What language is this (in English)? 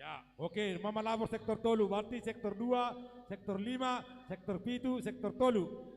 Batak Simalungun